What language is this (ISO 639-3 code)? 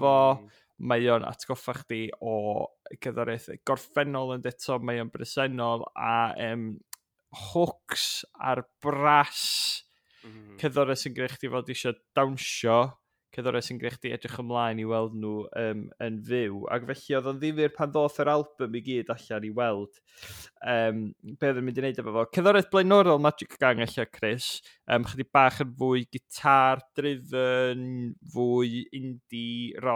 cym